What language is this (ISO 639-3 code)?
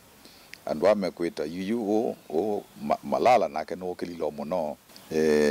kam